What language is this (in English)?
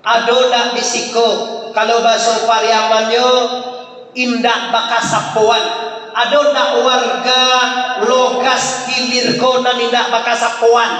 Minangkabau